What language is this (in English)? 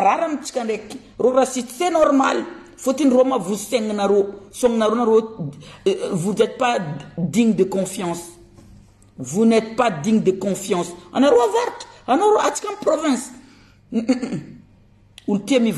Malagasy